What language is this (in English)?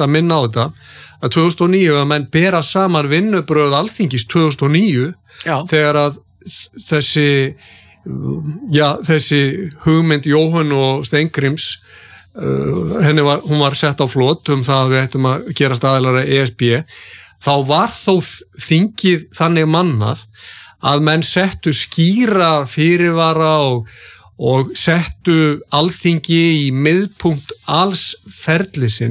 Icelandic